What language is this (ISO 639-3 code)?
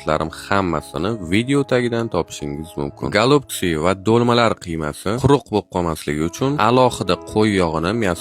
uzb